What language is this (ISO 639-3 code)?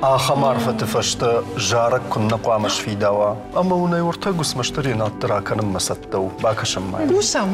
oss